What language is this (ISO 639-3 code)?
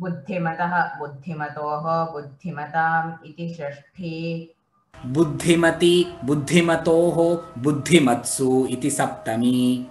san